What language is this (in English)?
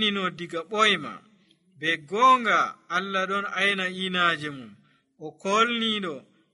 Nigerian Fulfulde